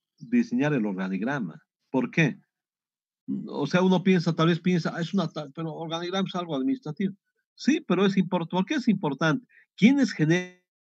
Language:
Spanish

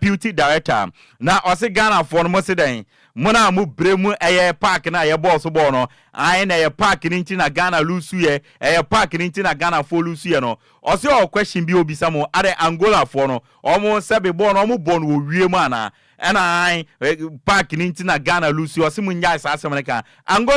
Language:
Akan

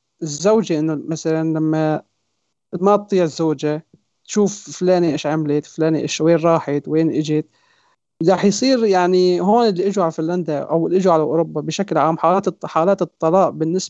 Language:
North Levantine Arabic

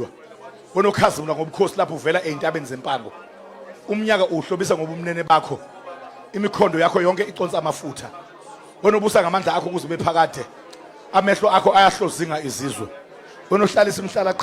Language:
Zulu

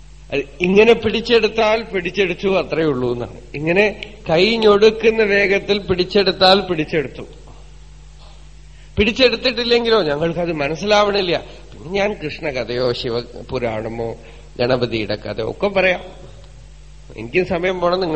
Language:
Malayalam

